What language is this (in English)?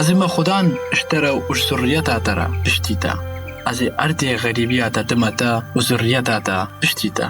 Kurdish